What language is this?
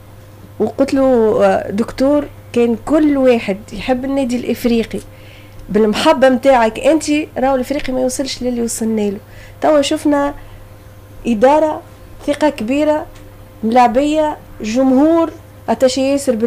Tunisian Arabic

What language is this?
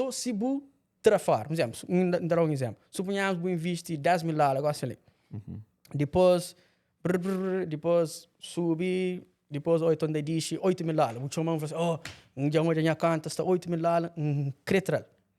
Kabuverdianu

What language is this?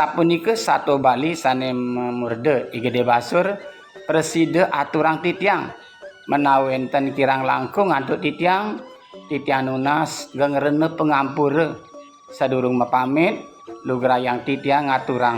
Balinese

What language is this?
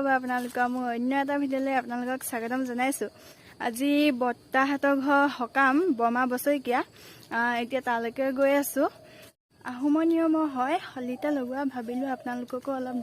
Assamese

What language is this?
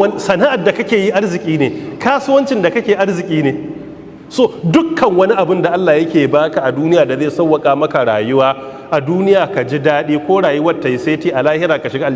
Hausa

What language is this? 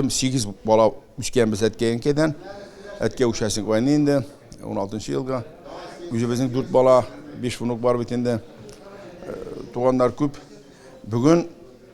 Tatar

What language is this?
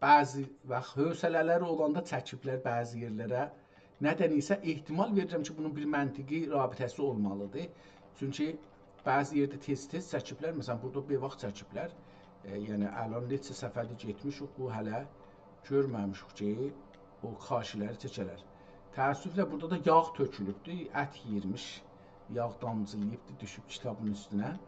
South Azerbaijani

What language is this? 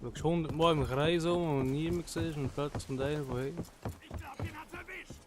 Swiss German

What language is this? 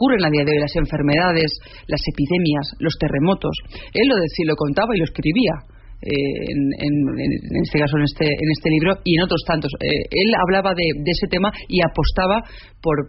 Spanish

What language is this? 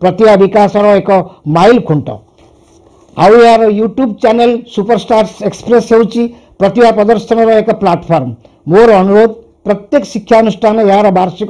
Odia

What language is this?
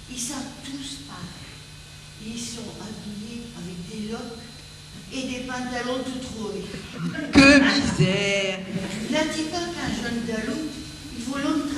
Picard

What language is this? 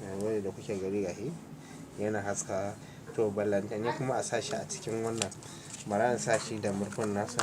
Hausa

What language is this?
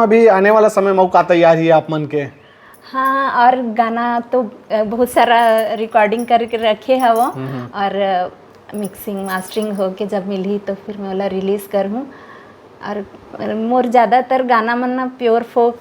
Chhattisgarhi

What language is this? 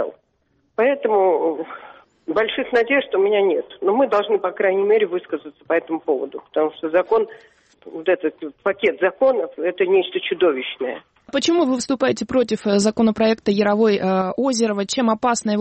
Russian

